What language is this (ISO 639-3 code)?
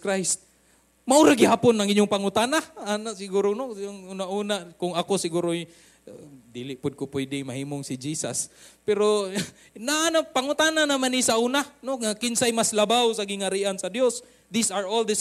ceb